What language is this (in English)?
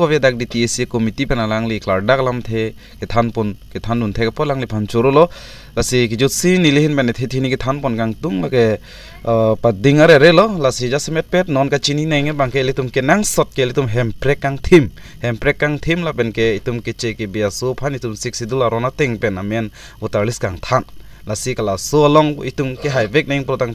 Karbi